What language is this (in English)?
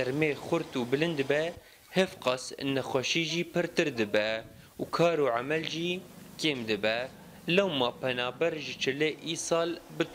Kurdish